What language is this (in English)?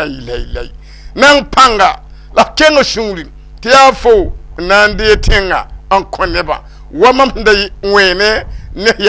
Mossi